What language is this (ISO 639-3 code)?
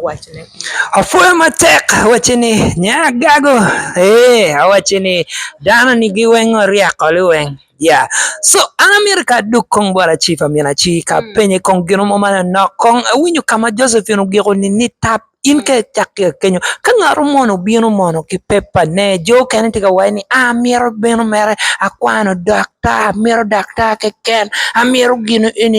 ach